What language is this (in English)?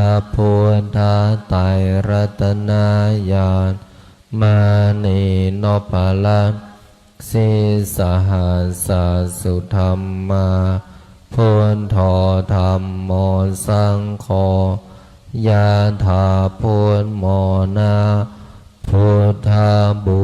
Pali